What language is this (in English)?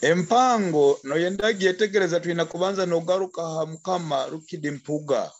Nyoro